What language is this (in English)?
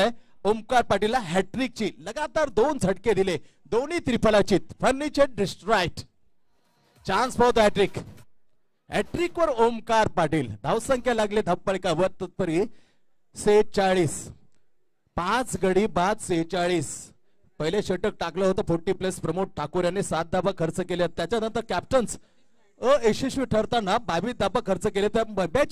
Marathi